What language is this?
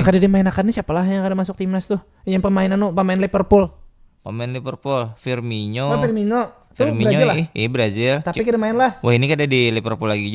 Banjar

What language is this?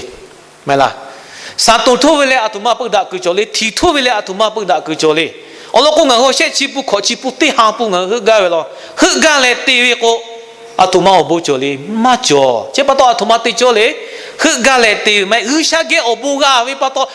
Lahu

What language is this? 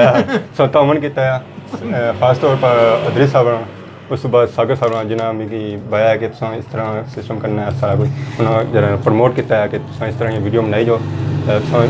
Pahari-Potwari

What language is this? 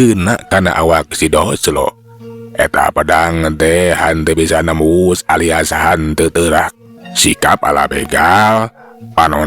Sundanese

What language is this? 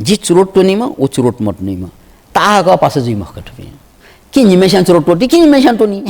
Newari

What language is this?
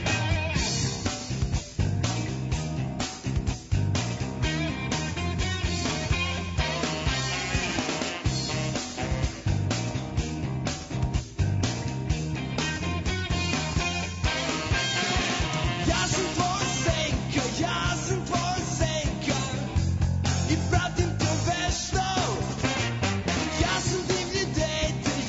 Serbian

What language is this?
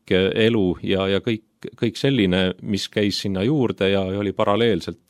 Estonian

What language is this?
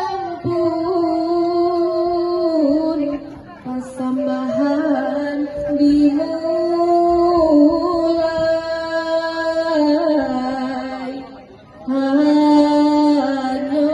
Minangkabau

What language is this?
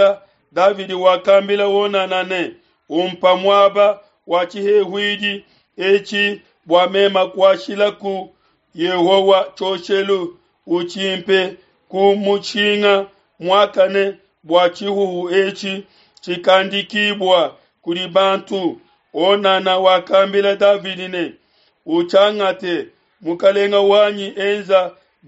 Luba-Lulua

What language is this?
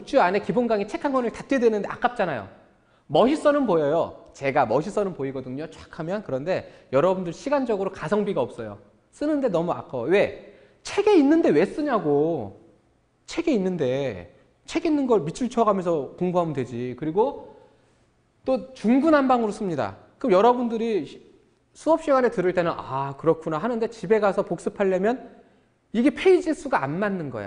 Korean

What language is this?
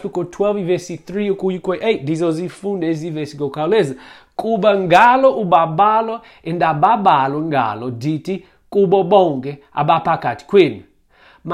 Xhosa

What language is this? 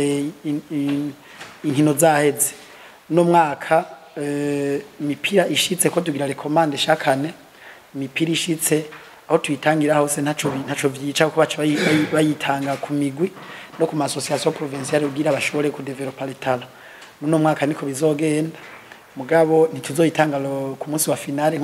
Rundi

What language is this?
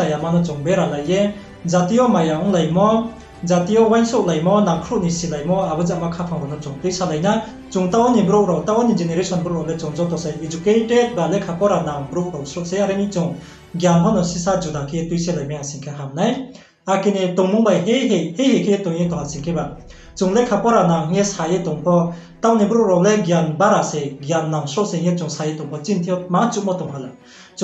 Riang (India)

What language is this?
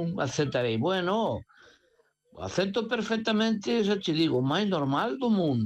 Galician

